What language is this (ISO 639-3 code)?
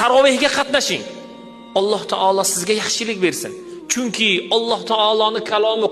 uzb